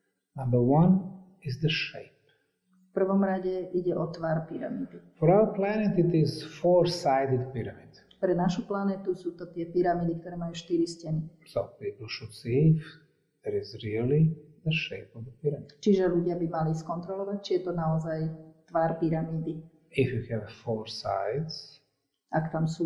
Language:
Slovak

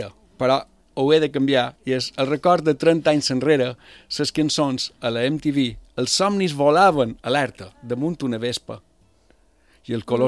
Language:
Catalan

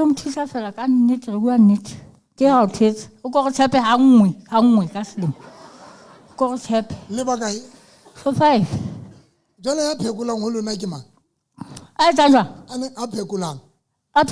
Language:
Tswana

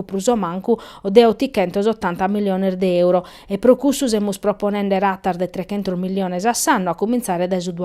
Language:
Sardinian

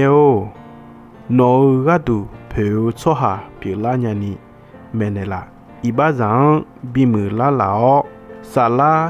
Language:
Akha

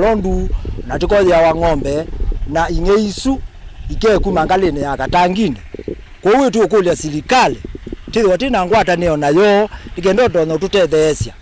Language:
Kamba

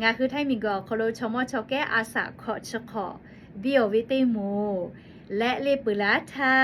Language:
Lahu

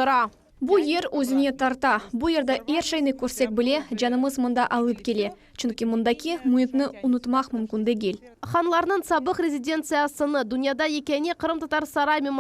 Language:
Crimean Tatar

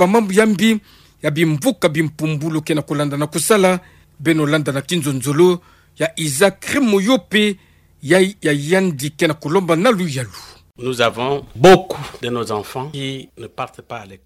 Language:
Kituba (Democratic Republic of Congo)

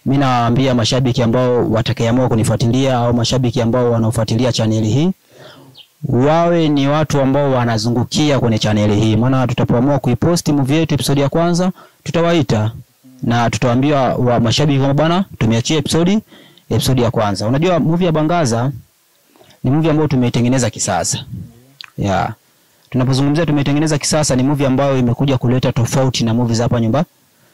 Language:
Swahili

